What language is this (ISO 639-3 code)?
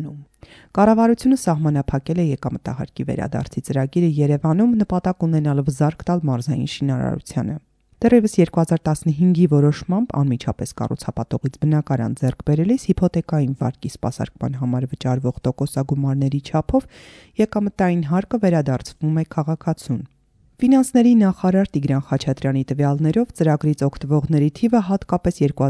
hye